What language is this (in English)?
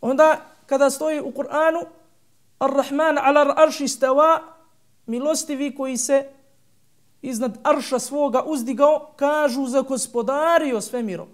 Bosnian